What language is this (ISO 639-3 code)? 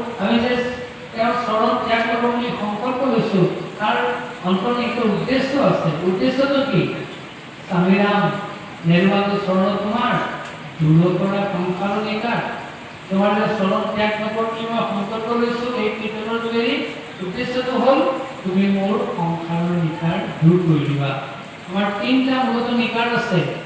asm